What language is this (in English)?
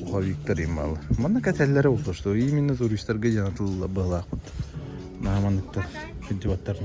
Yakut